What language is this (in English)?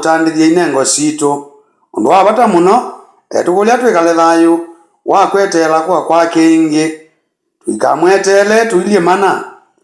Kamba